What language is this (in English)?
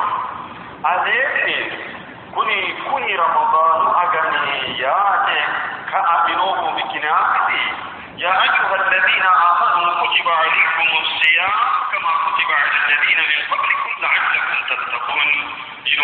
Sidamo